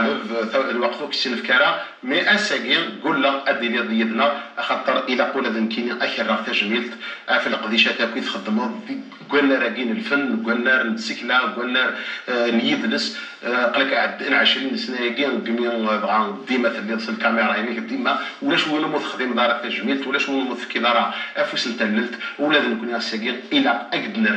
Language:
Kabyle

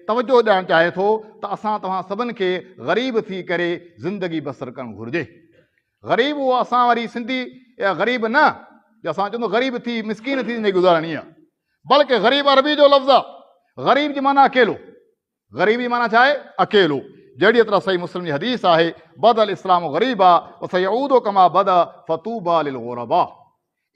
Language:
Sindhi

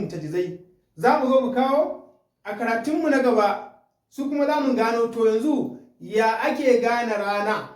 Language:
Hausa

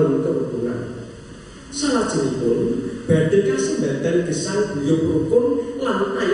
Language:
Javanese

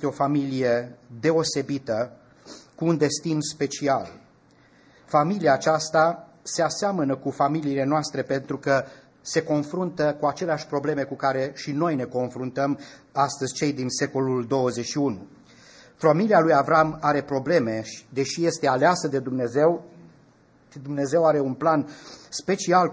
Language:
Romanian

